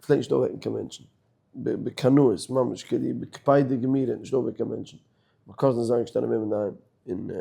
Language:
Yiddish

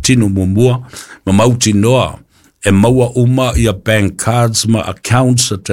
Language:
Samoan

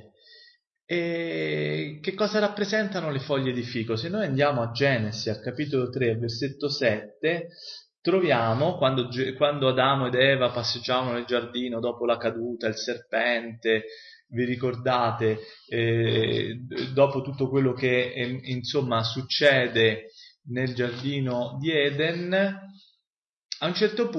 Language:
Italian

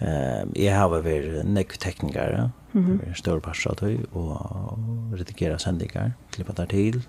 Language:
Faroese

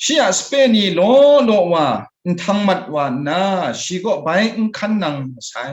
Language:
Kachin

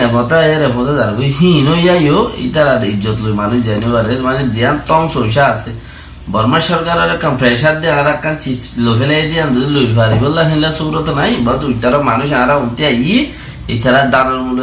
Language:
Rohingya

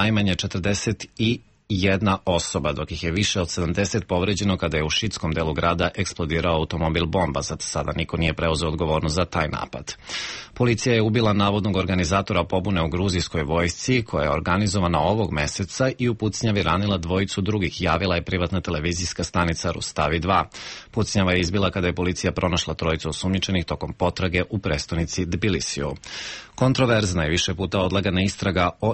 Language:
Serbian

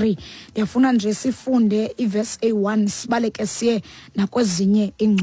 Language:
Xhosa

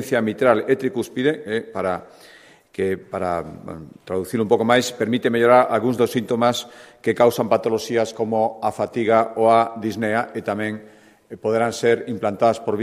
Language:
Galician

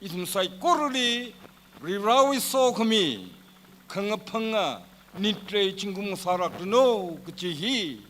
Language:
Tangkhul Naga (India)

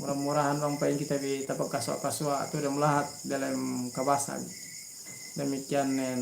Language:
Yakan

